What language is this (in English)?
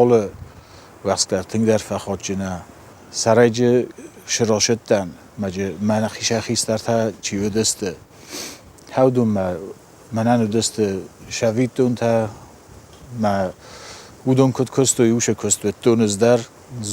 Ossetic